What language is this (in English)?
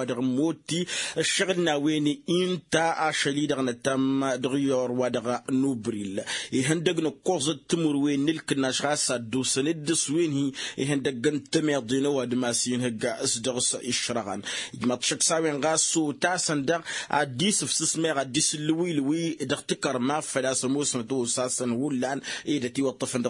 Tamasheq